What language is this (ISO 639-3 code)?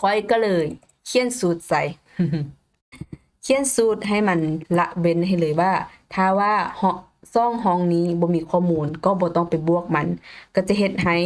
lao